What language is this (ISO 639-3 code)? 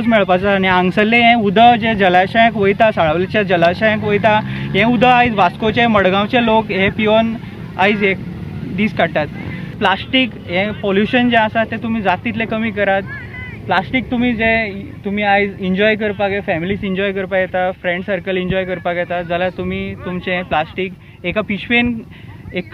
kok